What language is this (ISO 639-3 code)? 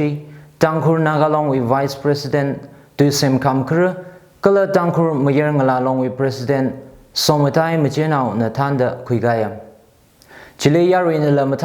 nmf